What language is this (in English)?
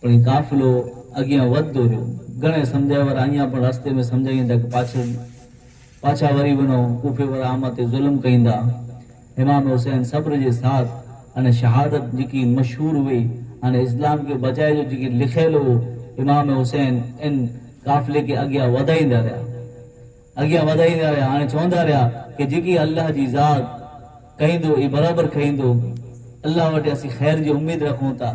Kachhi